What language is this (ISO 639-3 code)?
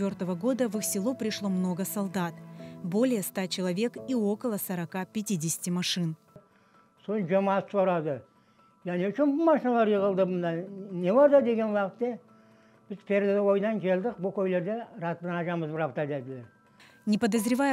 crh